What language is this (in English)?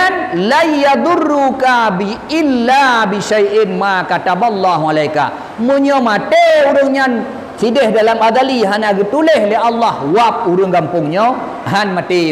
Achinese